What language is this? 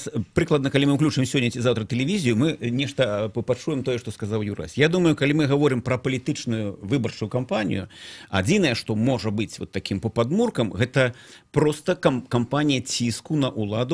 Belarusian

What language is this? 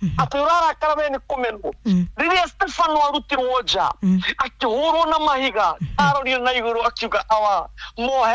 Kikuyu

